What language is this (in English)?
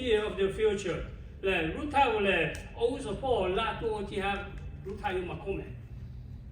Lahu